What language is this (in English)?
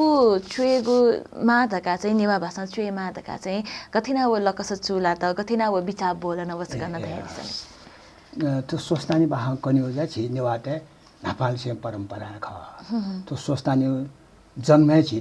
Newari